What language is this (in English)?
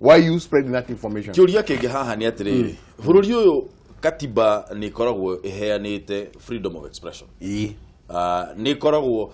Kikuyu